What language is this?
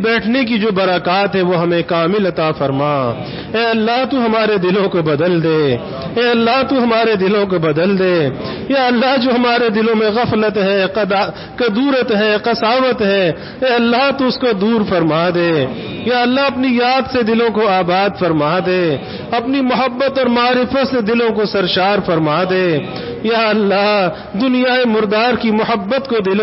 Urdu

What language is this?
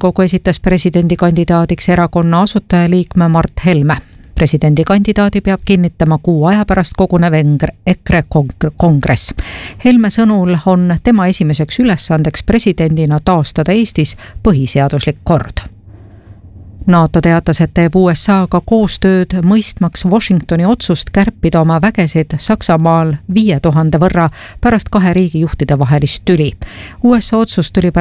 Estonian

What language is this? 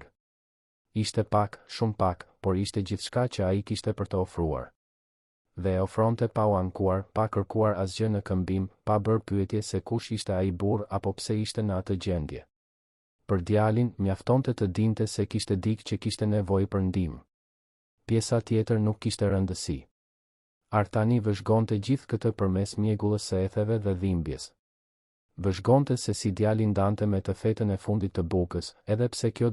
Albanian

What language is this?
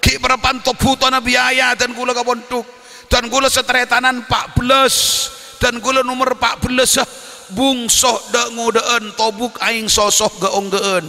Madurese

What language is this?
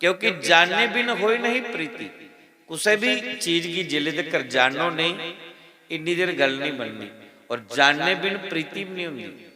Dogri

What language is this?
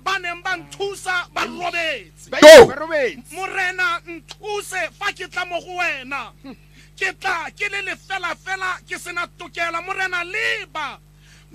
Tswana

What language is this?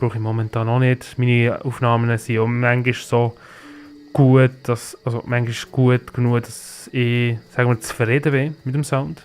Swiss German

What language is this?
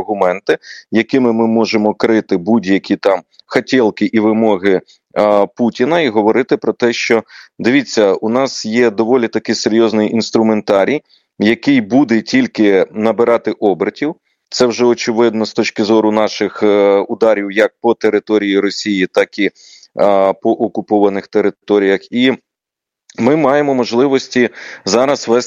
Ukrainian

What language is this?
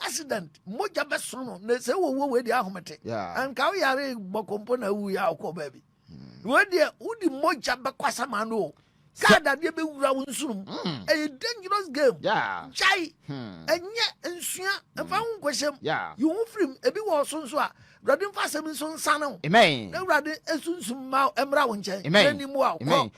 Akan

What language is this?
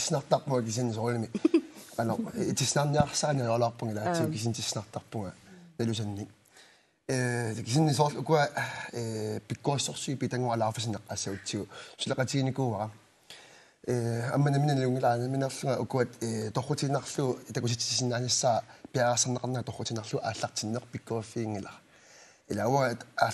Kalaallisut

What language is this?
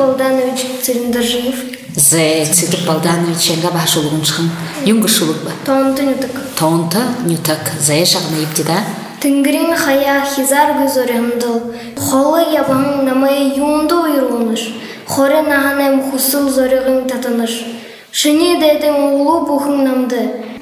Buriat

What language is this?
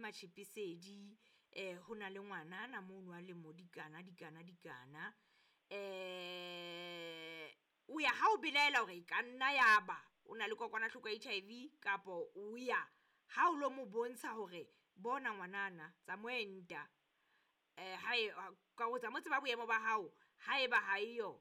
Southern Sotho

